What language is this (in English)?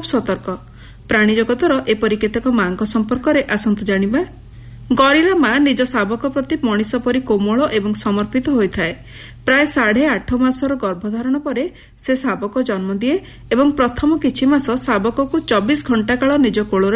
Odia